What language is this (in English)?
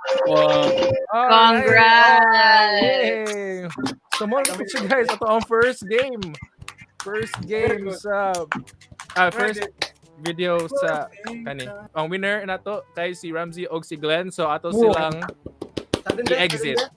Cebuano